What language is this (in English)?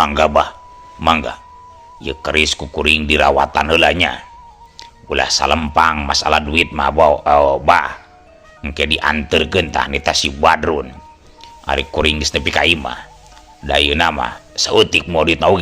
Sundanese